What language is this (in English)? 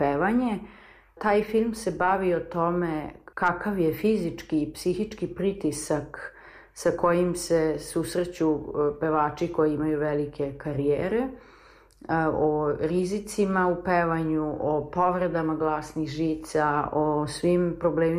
Serbian